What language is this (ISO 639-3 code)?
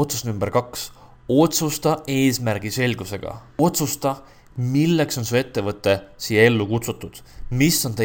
est